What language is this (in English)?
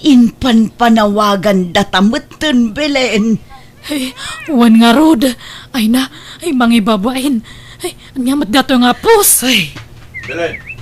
Iloko